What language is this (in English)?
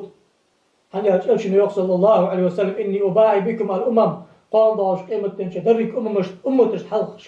Ingush